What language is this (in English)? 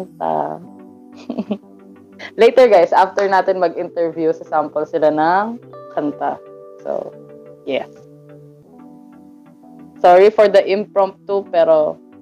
Filipino